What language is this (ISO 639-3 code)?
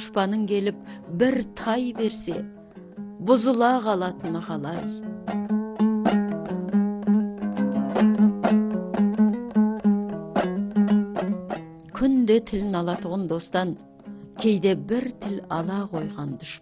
kaz